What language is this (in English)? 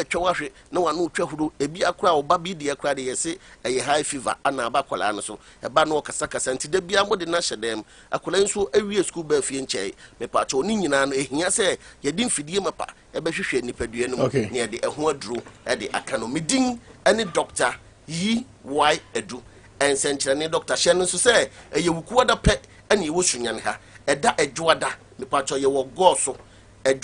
Akan